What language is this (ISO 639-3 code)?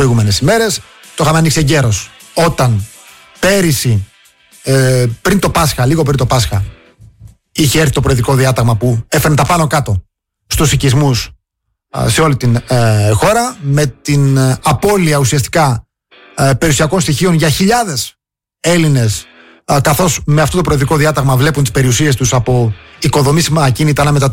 ell